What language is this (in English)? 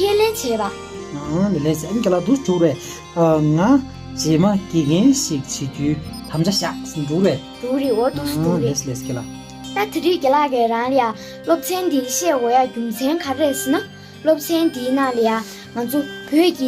Tibetan